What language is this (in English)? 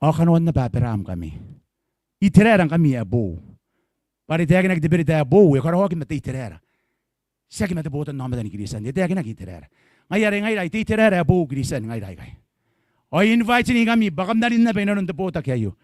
Gilbertese